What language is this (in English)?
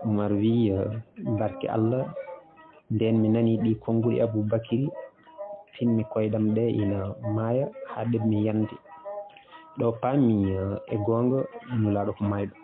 Fula